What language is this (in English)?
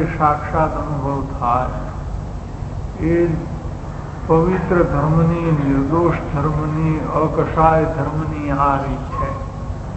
Gujarati